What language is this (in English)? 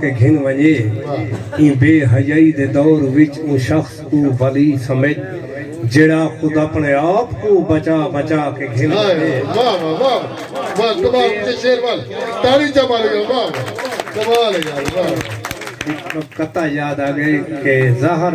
Saraiki